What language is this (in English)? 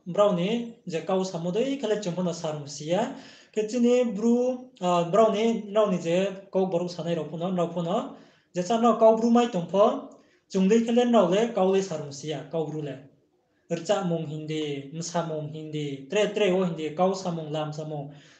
Riang (India)